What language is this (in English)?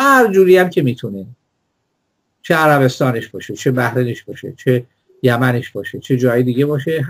Persian